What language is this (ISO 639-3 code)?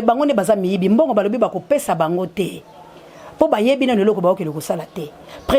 lin